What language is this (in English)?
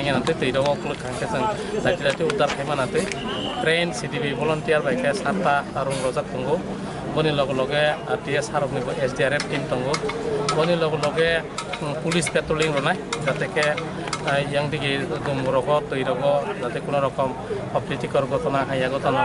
Riang (India)